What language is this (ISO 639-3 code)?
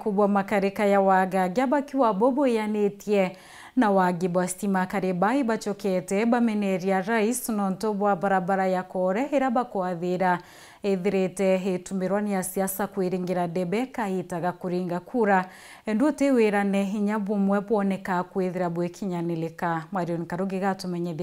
mer